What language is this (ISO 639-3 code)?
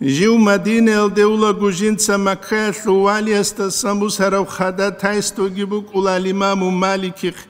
ava